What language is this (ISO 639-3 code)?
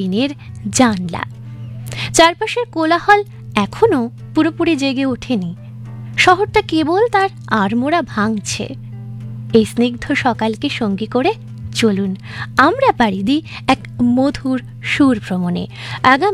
ben